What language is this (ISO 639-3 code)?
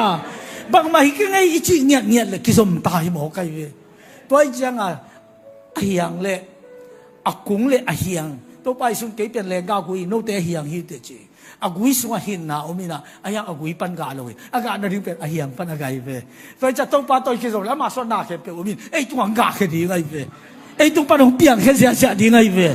ctd